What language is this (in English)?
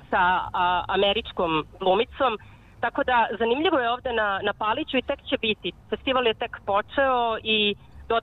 Serbian